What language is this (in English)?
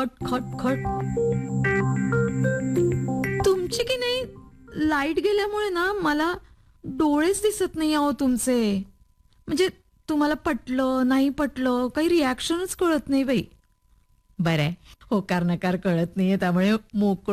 Marathi